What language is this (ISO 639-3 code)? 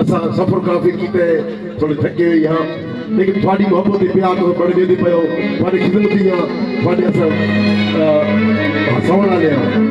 skr